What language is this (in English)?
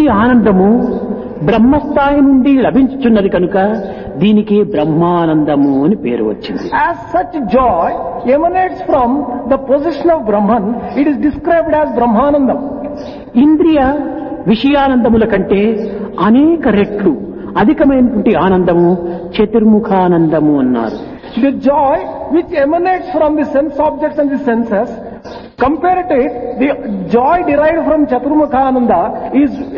Telugu